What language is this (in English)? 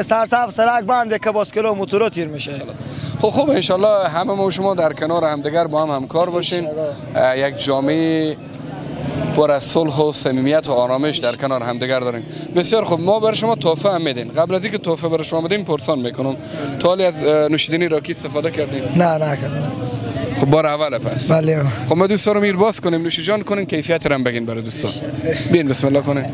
Persian